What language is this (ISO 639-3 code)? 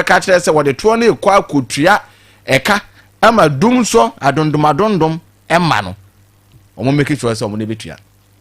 aka